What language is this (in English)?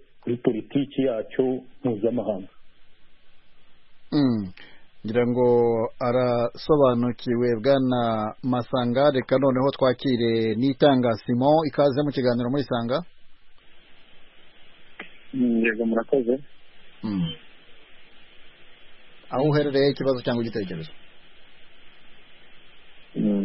Kinyarwanda